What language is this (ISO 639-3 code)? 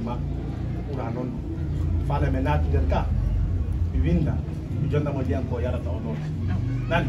ful